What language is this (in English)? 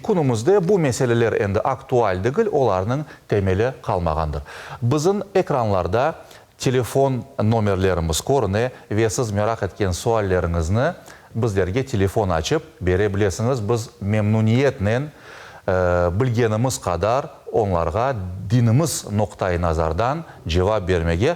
Crimean Tatar